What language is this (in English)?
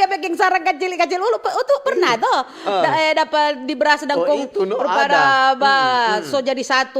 Manado Malay